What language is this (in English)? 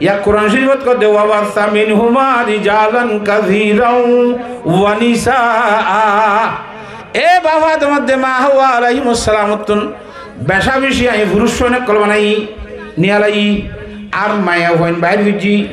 Rohingya